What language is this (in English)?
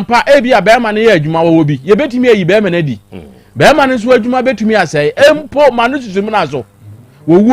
Akan